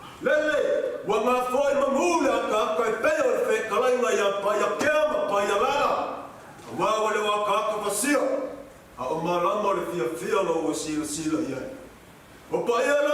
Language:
Samoan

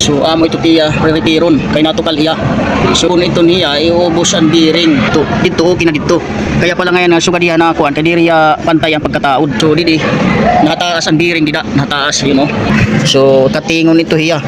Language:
Waray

